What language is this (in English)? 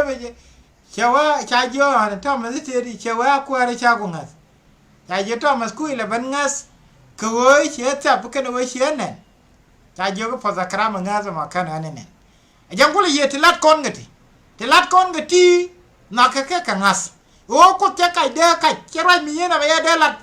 Nuer